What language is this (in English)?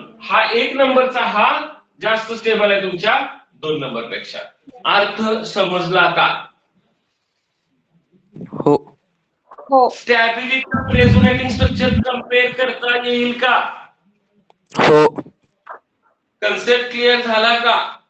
Marathi